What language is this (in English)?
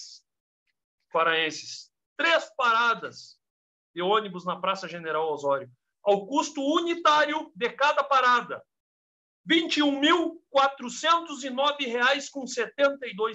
Portuguese